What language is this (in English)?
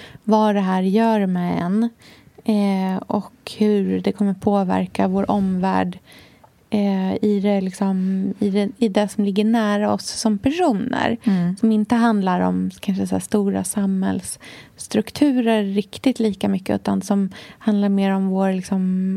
Swedish